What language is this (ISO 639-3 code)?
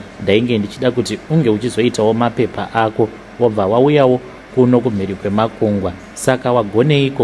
sna